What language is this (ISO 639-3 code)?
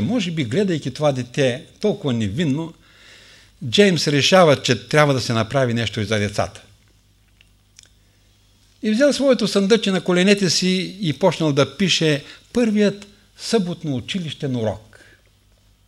bul